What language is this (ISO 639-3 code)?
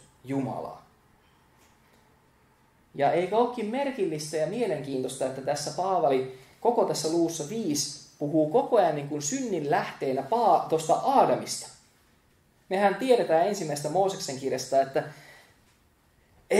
fin